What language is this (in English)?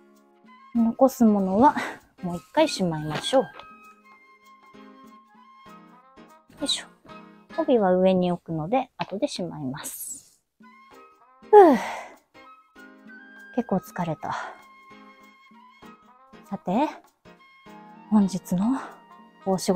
Japanese